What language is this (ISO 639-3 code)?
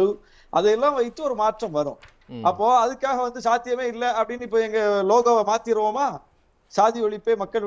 tam